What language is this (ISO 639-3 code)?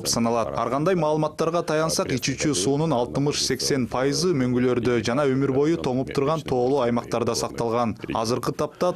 kir